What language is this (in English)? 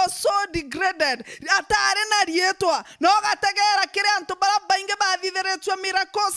Meru